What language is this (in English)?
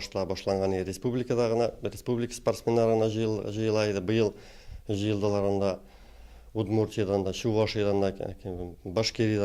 Tatar